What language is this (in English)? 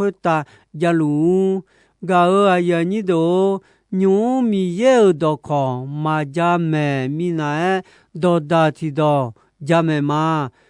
Akha